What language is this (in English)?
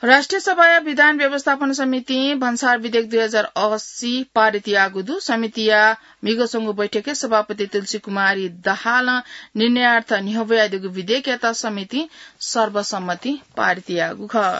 Newari